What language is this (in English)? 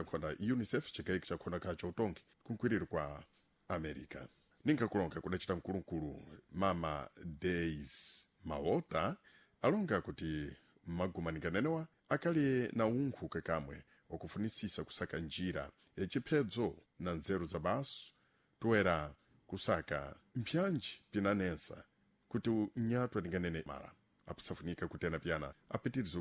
Sena